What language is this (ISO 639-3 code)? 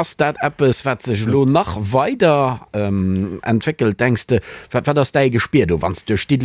ltz